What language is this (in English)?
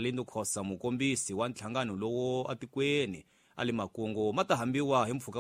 Tsonga